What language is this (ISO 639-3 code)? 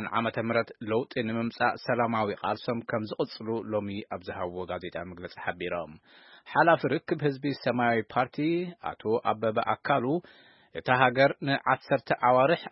tir